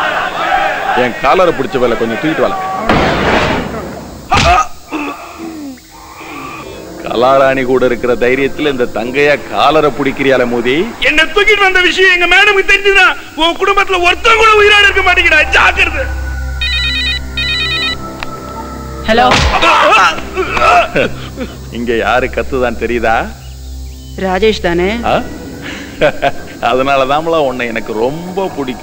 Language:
Tamil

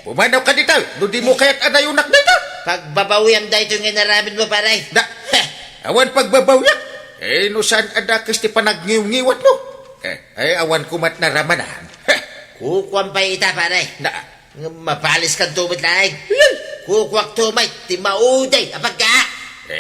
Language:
Iloko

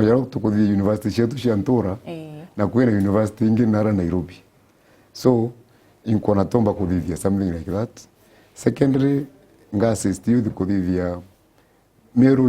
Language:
Meru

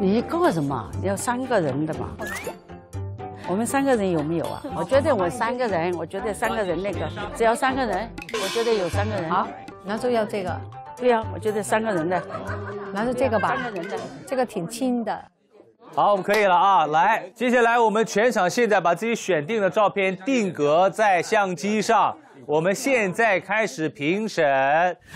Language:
Chinese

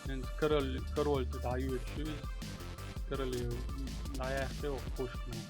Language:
Chechen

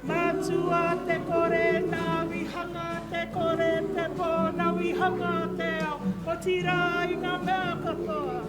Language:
Māori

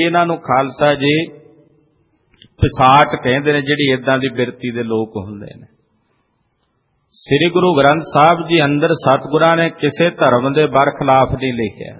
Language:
Punjabi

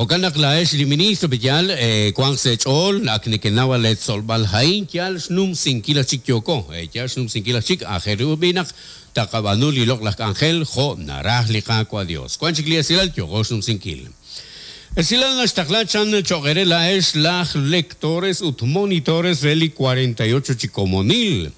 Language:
Kekchí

